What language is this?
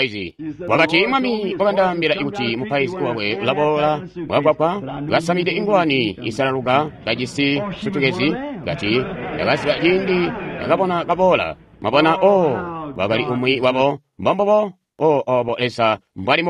Tonga (Zambia)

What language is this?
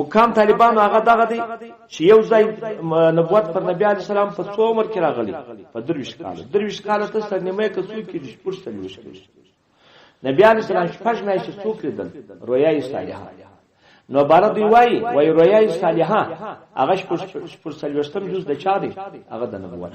Pashto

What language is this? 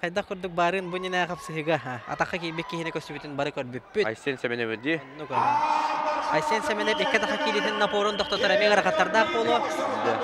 Yakut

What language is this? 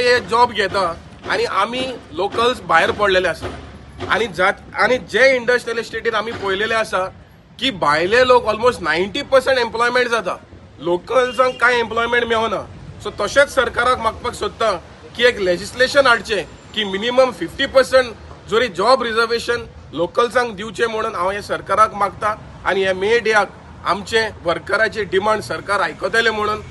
Konkani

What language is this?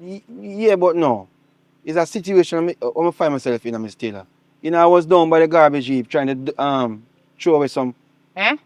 Jamaican Creole English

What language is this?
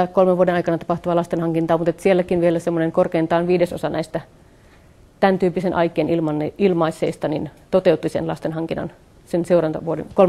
Finnish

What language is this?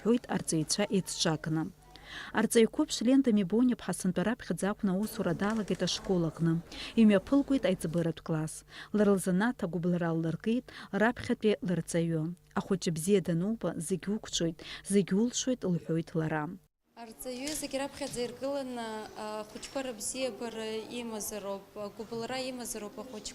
Abkhazian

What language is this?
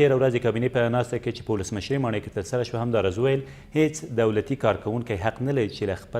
Pashto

